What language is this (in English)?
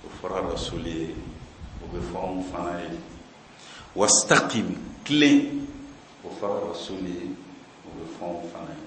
Bambara